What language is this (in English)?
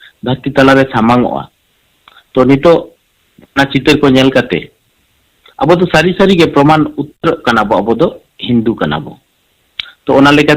Santali